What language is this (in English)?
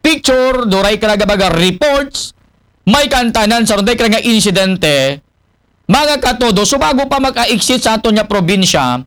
Aklanon